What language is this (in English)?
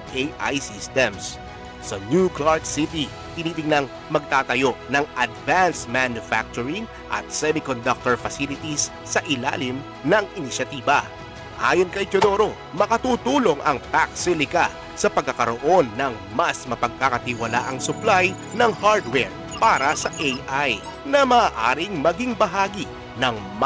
Filipino